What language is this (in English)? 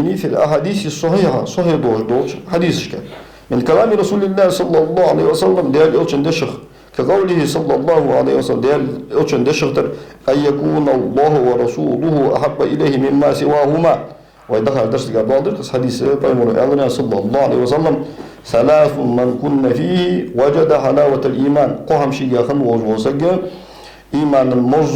Ingush